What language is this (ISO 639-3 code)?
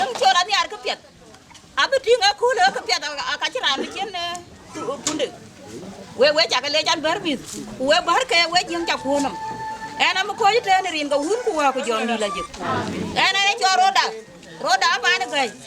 din